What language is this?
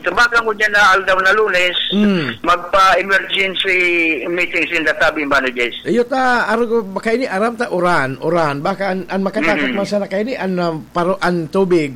Bikol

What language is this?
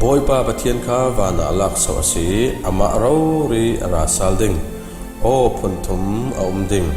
Falam Chin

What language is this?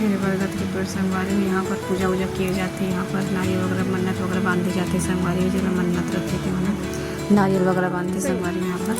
Chhattisgarhi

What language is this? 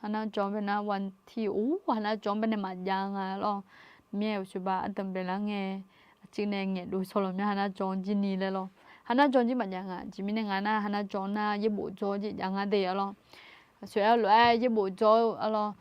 Akha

